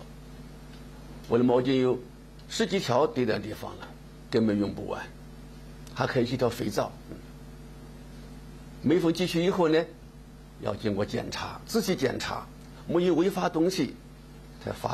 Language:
Chinese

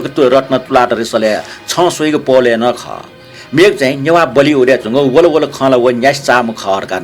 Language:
Newari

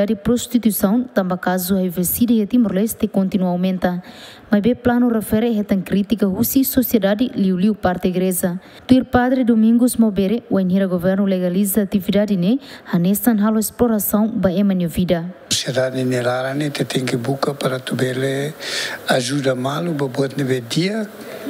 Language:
Tetum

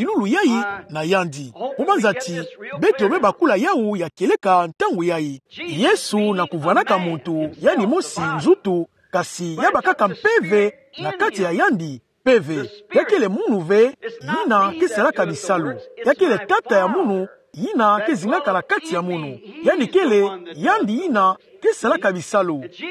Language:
Kituba (Democratic Republic of Congo)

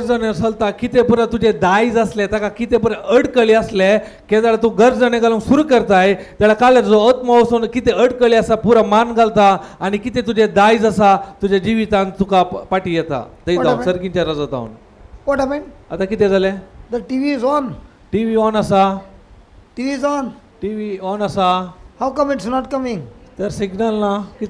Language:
Konkani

